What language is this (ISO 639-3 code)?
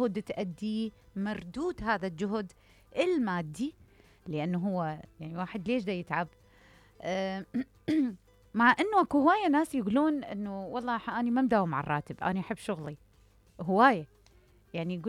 acm